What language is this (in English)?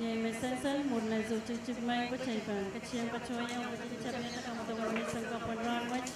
Pohnpeian